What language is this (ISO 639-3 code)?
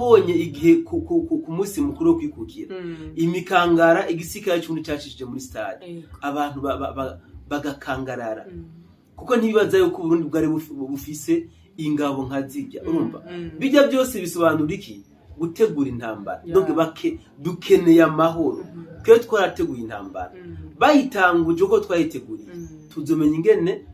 run